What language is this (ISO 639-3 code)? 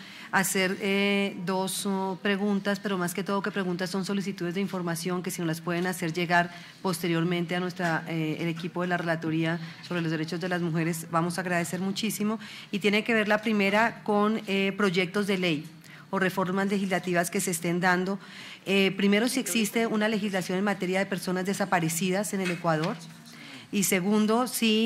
spa